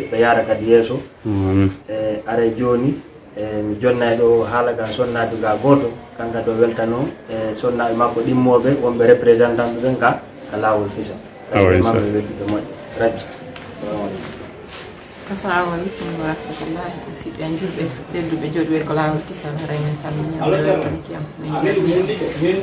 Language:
Pular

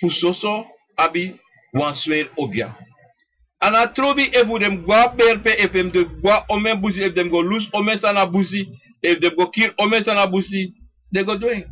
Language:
Sranan Tongo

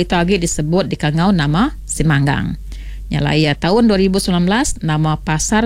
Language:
Iban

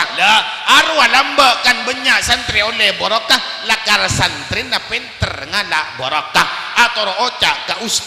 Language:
Madurese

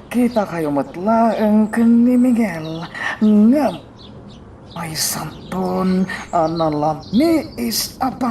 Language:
Iloko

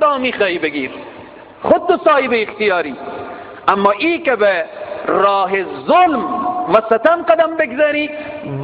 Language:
Persian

